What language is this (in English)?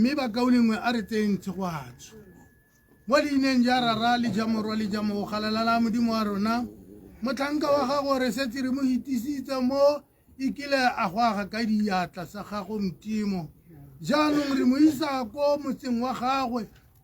Tswana